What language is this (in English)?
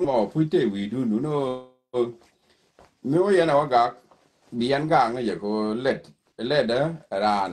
Nuer